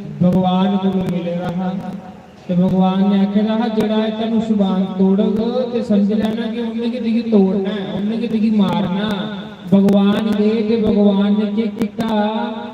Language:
Dogri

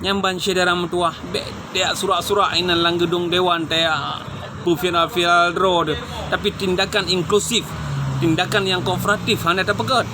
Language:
Achinese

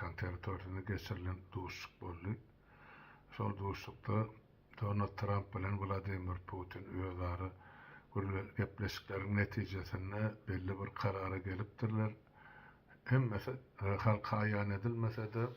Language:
Turkmen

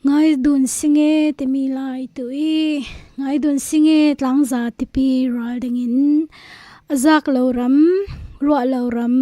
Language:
Falam Chin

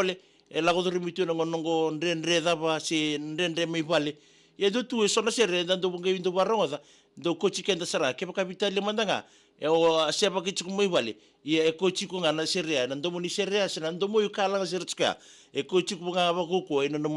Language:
Fijian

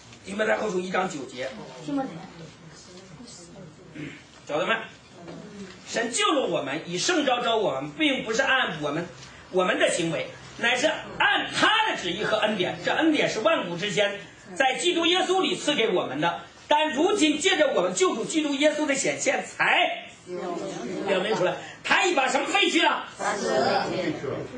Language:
Chinese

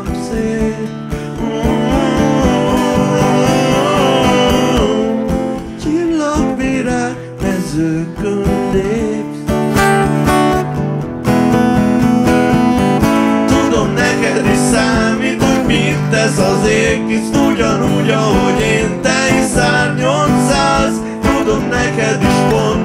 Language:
Hungarian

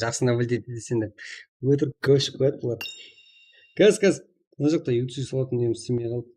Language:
Kara-Kalpak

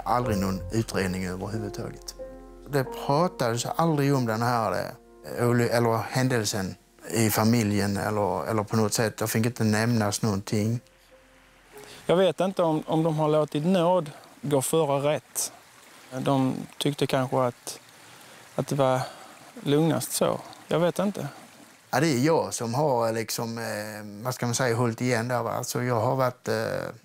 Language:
Swedish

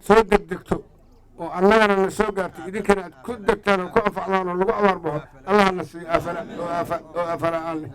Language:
Somali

